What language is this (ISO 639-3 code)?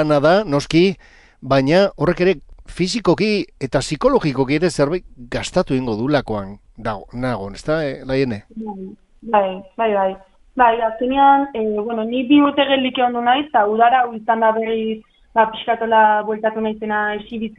eus